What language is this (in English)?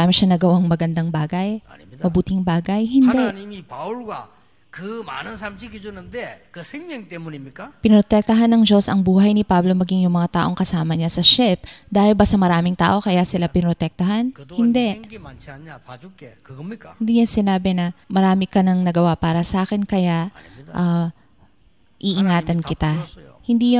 Filipino